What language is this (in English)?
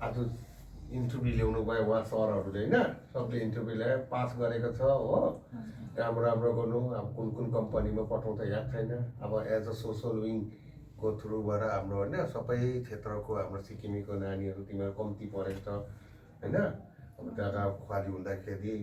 Nepali